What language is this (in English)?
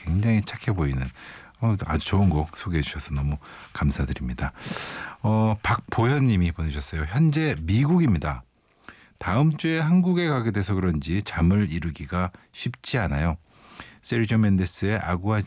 Korean